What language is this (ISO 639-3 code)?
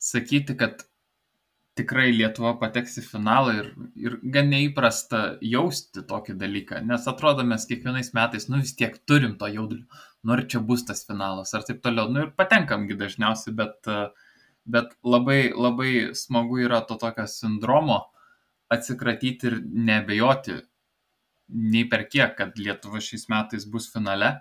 lit